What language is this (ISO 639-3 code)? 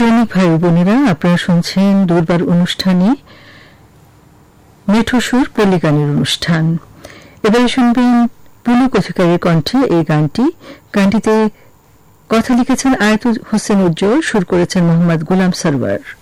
ben